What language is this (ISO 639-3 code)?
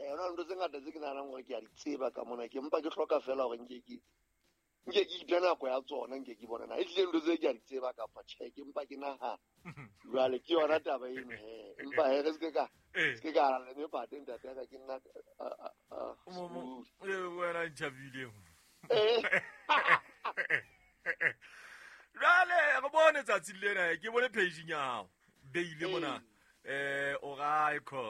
sot